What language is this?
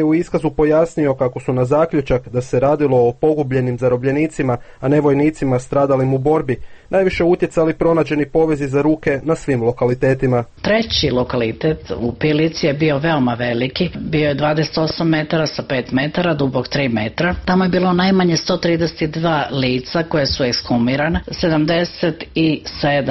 Bosnian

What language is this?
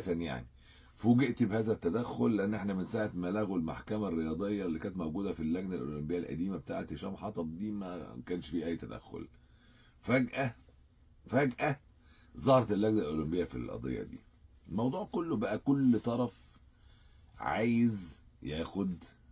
Egyptian Arabic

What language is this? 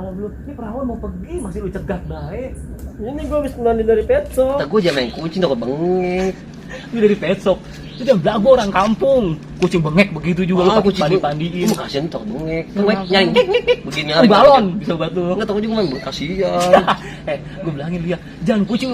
Betawi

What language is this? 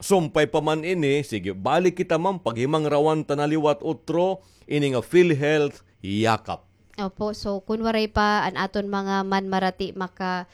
Waray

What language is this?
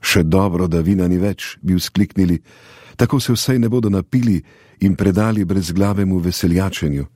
Slovenian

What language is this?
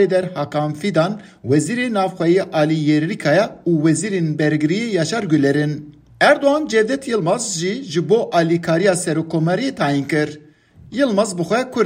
Kurdish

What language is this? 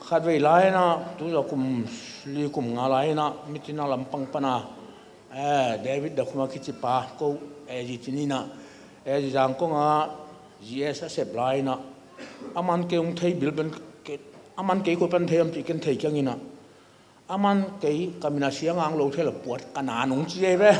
Tedim Chin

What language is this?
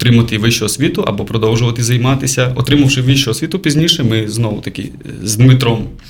Ukrainian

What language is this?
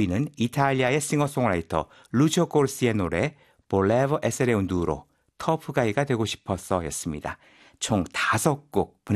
Korean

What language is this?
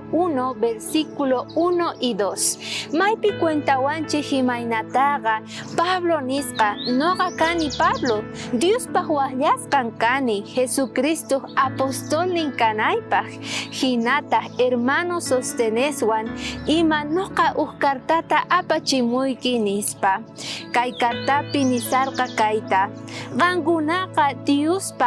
South Bolivian Quechua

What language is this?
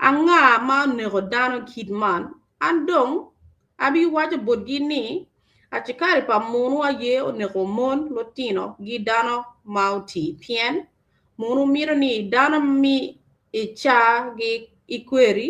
Acoli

